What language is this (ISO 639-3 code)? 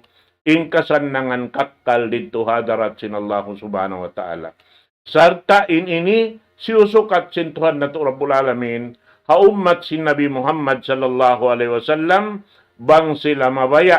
tsg